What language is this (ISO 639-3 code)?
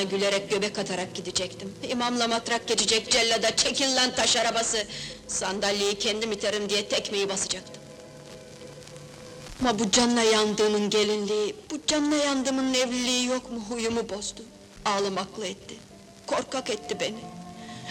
tur